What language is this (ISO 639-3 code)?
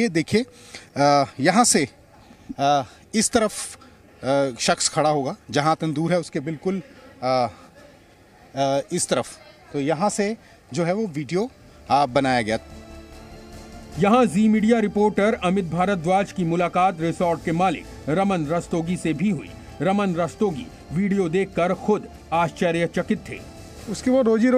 hin